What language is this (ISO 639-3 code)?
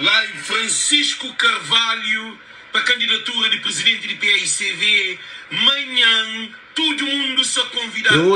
kea